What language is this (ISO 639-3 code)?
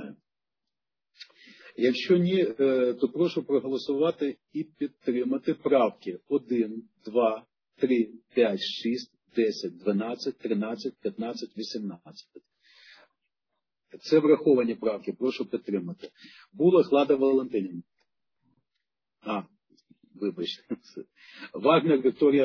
ukr